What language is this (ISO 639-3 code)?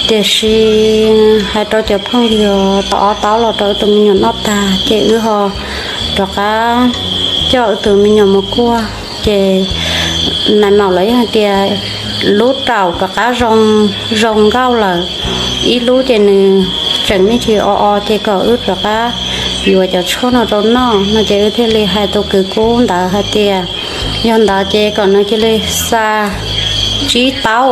hmn